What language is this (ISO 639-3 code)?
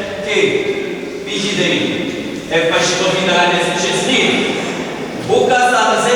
nap